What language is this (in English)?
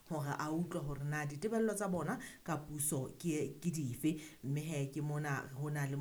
Southern Sotho